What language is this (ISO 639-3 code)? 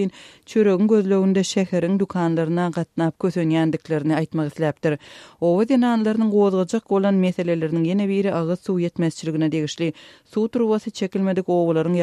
tuk